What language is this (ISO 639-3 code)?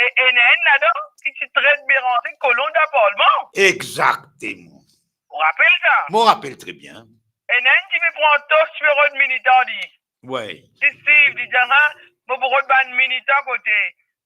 mfe